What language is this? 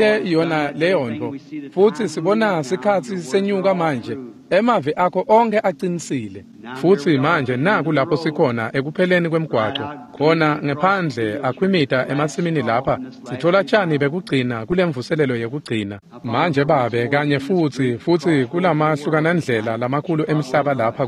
Swati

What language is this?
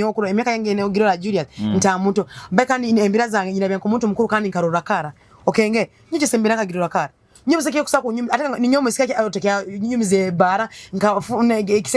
Nyoro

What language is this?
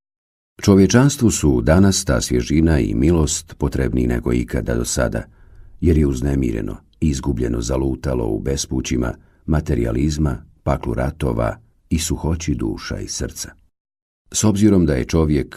Bosnian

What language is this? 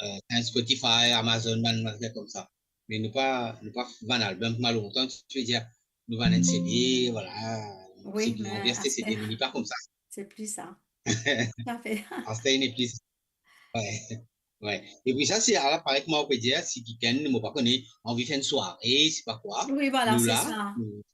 Morisyen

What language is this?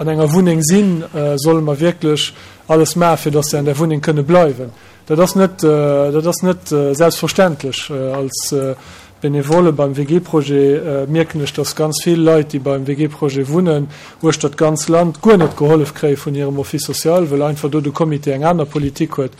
Luxembourgish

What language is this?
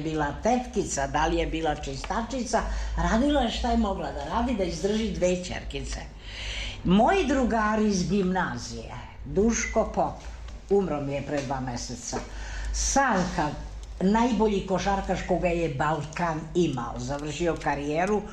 Serbian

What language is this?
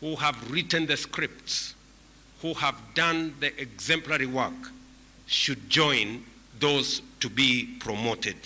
Kamba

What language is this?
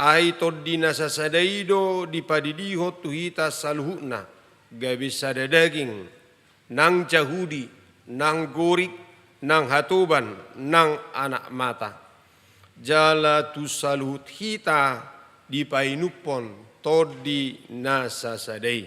Batak Toba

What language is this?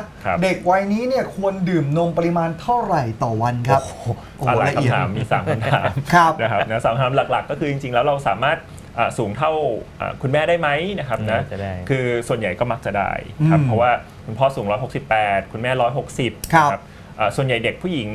Thai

